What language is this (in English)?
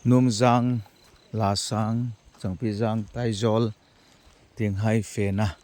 Hmar